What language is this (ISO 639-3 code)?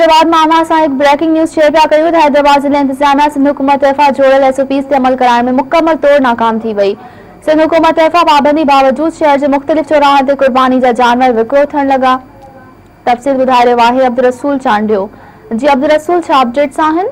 snd